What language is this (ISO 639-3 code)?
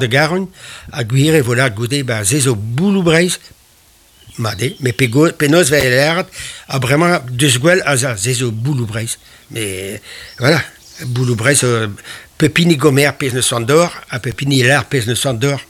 bre